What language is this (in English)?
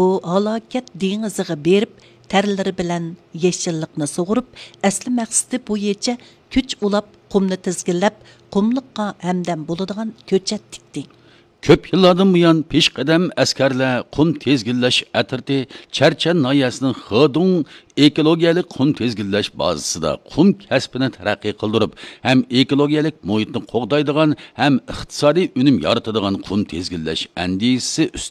Uyghur